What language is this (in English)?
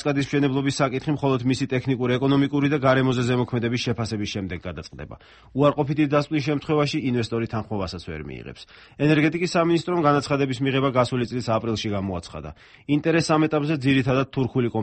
Georgian